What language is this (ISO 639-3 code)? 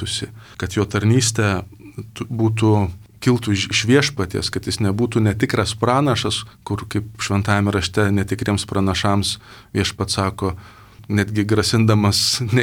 lit